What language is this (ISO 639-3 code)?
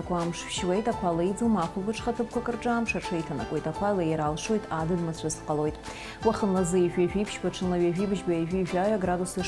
abk